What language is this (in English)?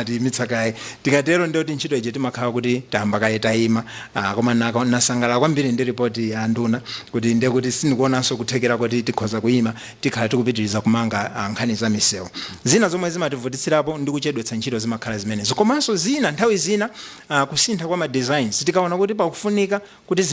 Nyanja